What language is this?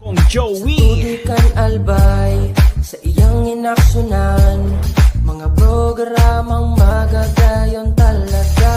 Bikol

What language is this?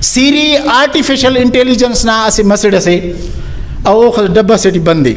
Brahui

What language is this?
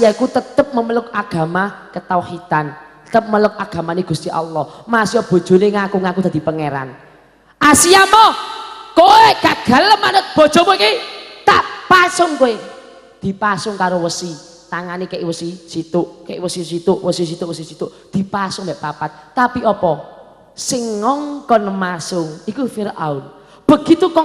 Javanese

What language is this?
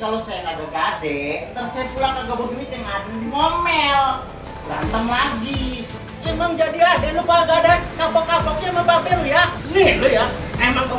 Betawi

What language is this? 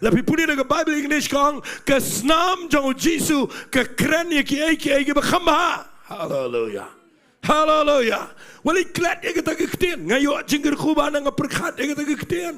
Khasi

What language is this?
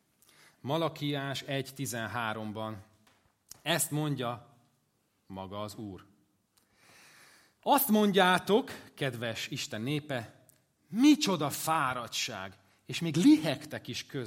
Hungarian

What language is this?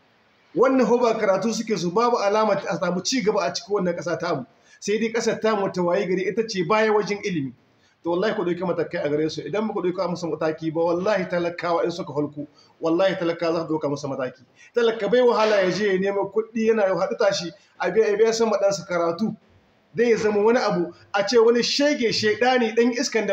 Hausa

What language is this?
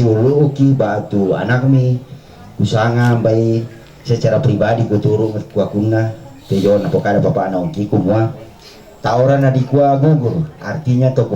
Toraja-Sa'dan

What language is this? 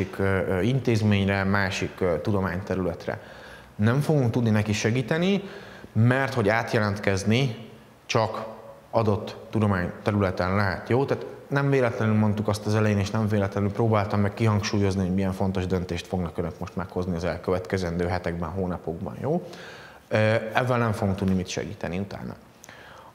Hungarian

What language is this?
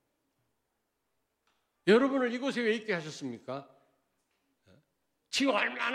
Korean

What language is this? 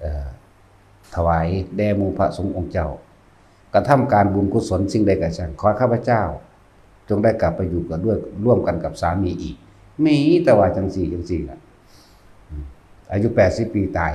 Northeastern Thai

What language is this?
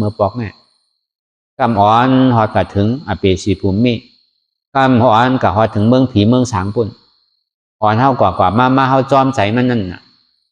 Shan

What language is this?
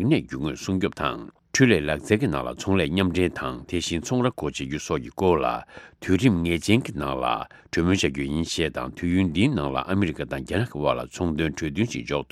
Tibetan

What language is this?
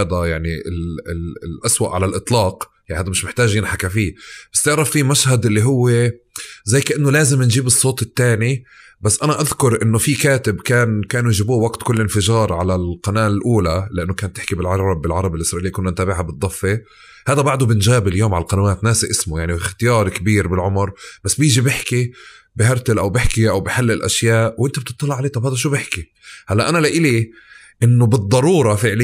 North Levantine Arabic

